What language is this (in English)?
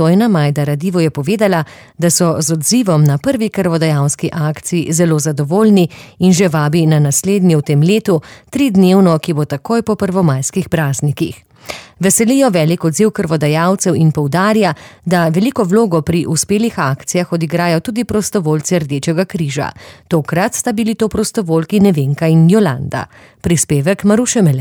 Slovenian